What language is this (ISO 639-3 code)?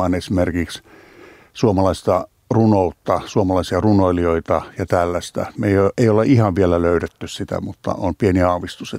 fin